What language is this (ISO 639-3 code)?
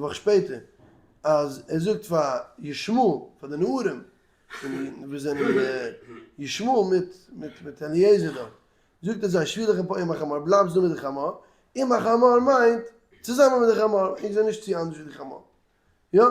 yid